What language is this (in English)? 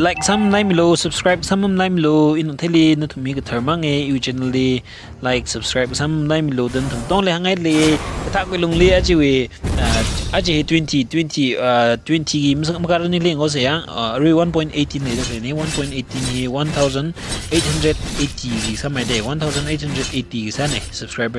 Tangkhul Naga (India)